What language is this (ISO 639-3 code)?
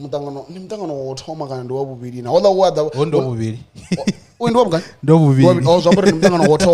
ven